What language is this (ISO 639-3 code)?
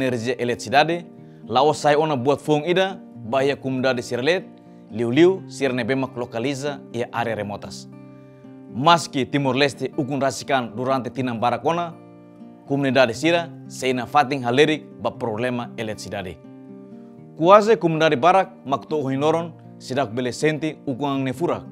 tet